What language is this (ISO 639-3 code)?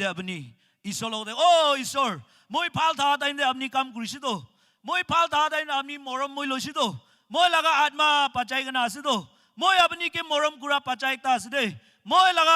nag